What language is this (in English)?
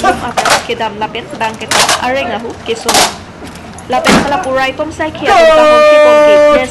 Karbi